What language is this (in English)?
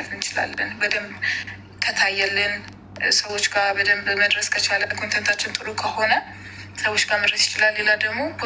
Amharic